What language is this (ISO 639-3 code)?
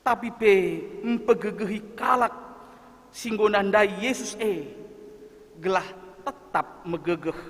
btx